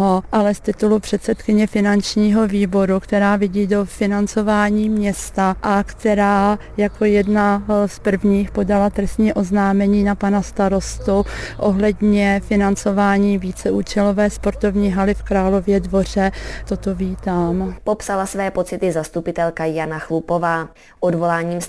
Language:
Czech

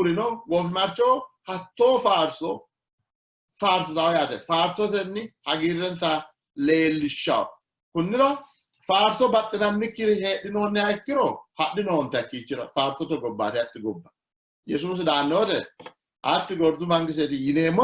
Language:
Sidamo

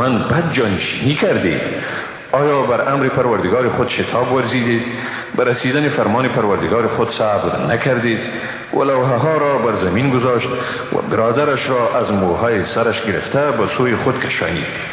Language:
Persian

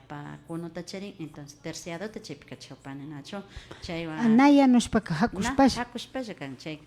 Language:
Imbabura Highland Quichua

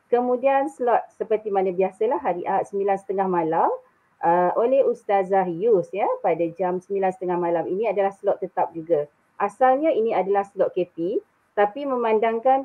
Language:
Malay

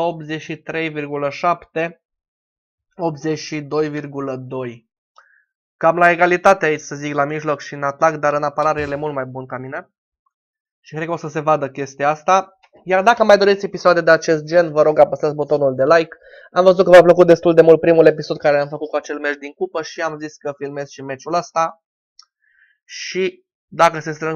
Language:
Romanian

